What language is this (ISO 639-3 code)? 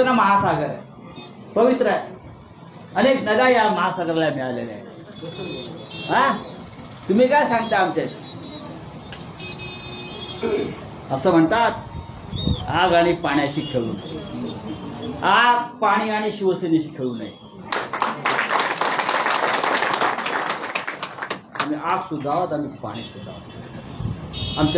mar